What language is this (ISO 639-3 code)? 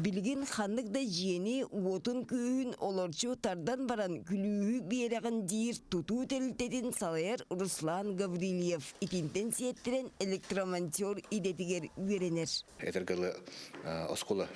sah